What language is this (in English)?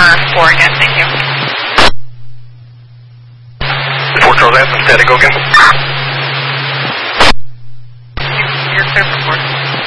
English